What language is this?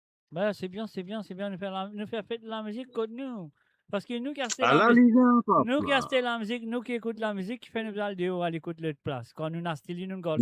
Morisyen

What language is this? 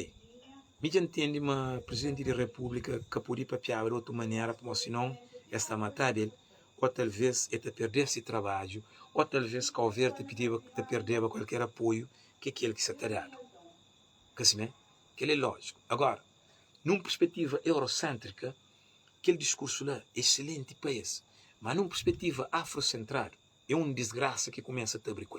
Kabuverdianu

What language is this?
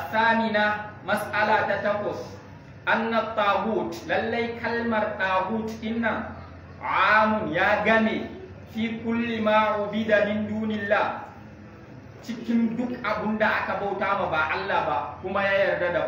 Hausa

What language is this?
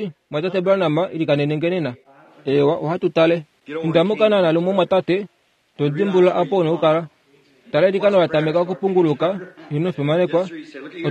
Kuanyama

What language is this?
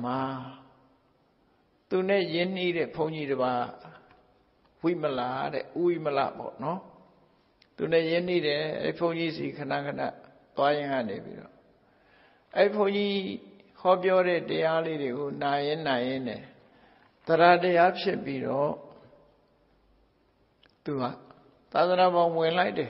Burmese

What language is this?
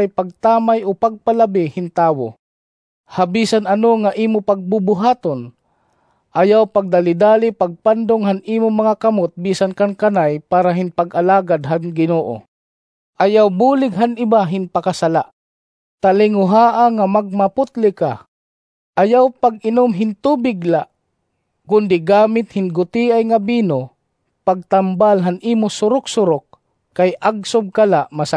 Waray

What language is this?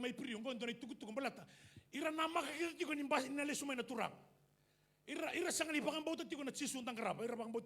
Fijian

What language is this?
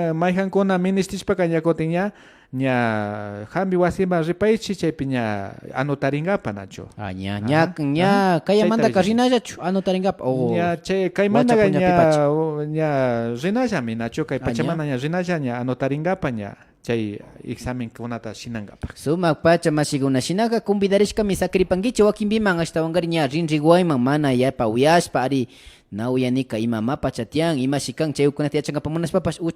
Imbabura Highland Quichua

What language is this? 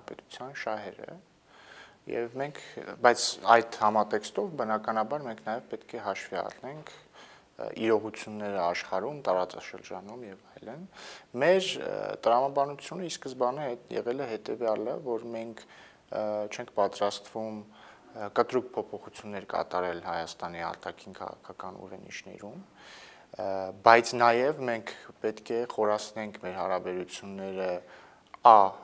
Armenian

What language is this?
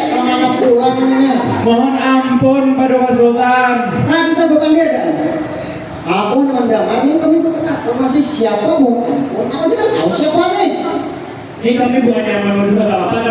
Banjar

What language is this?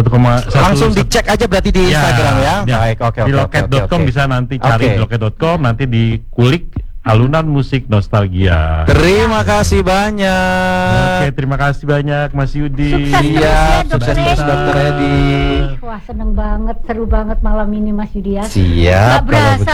Indonesian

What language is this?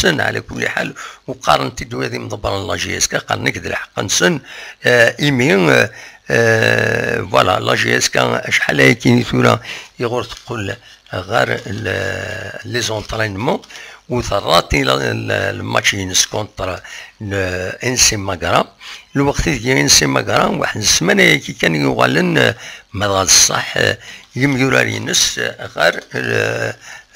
Kabyle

